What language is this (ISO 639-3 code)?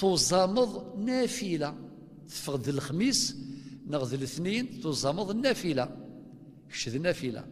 kab